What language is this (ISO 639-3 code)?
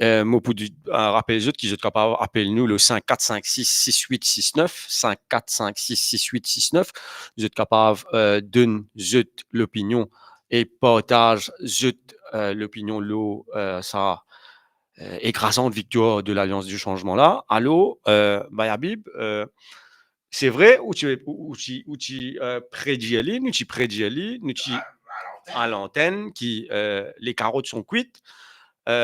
mfe